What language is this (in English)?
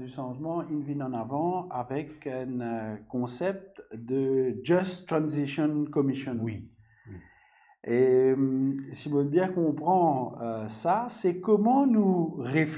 Morisyen